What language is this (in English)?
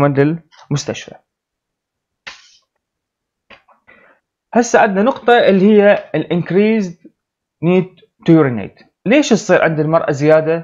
Mesopotamian Arabic